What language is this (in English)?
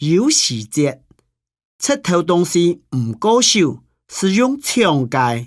Hakka Chinese